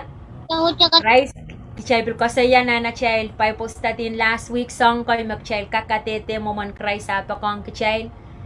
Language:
Pohnpeian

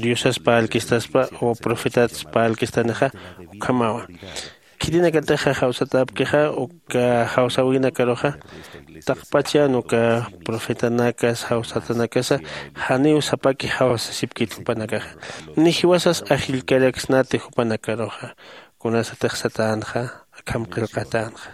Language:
Aymara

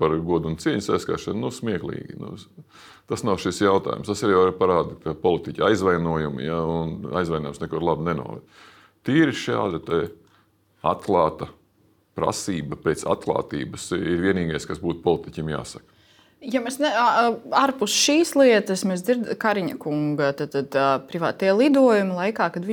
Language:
Latvian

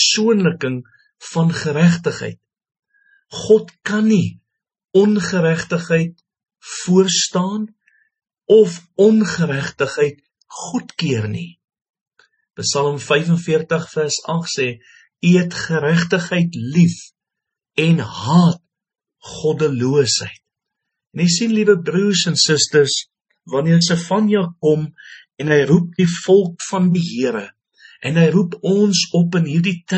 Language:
Afrikaans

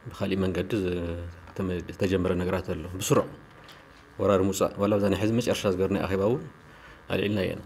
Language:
Tigrinya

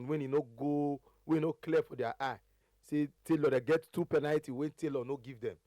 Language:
Nigerian Pidgin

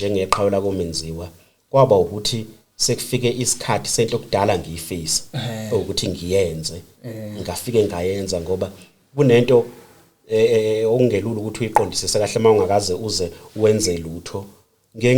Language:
Zulu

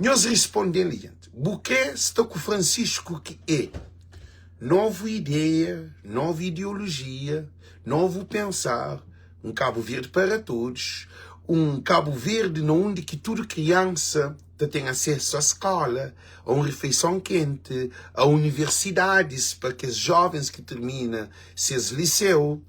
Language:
Kabuverdianu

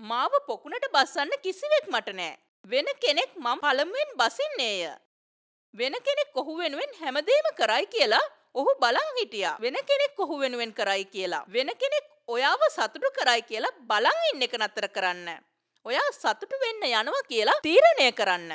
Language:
Sinhala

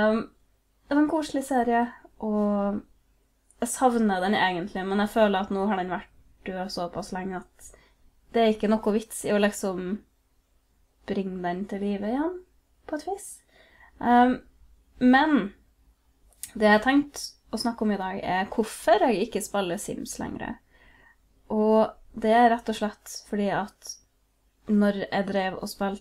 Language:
Norwegian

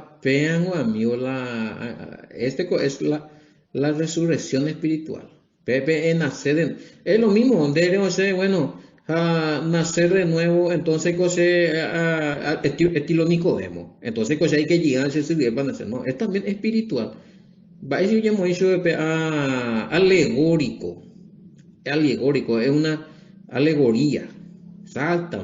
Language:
Guarani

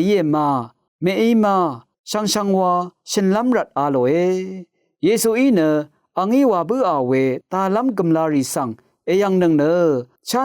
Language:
Rawang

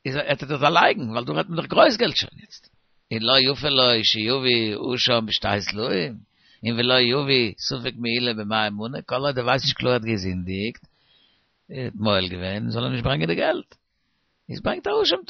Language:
Yiddish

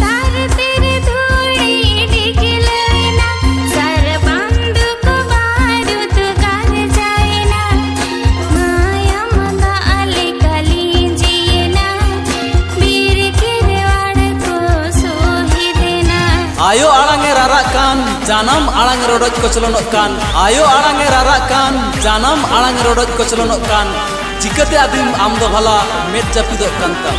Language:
Santali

